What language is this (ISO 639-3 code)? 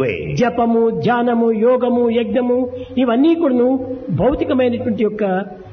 tel